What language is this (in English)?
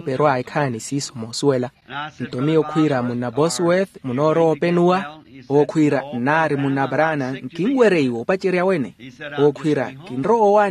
Makhuwa